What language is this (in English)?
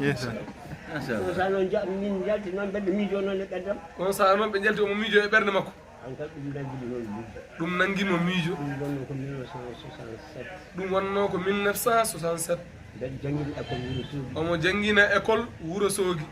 Fula